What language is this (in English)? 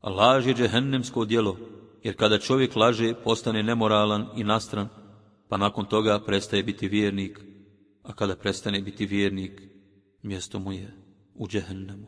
Bosnian